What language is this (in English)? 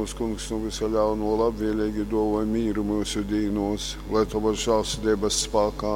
Latgalian